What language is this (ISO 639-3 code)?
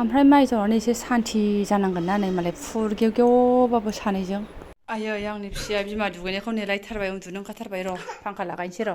brx